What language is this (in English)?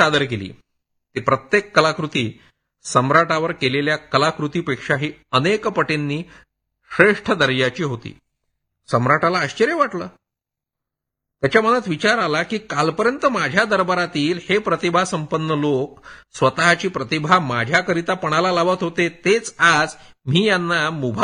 Marathi